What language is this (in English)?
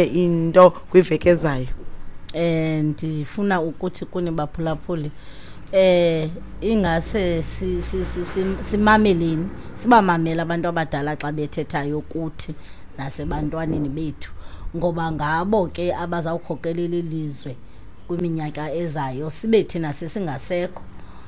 Xhosa